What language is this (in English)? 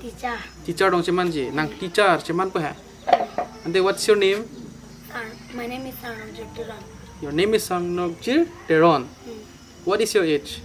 Karbi